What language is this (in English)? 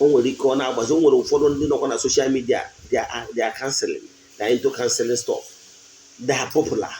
Igbo